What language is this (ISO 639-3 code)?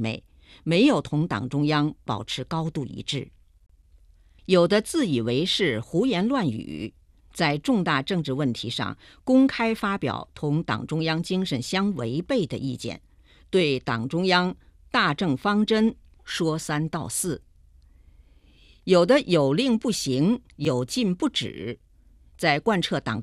zho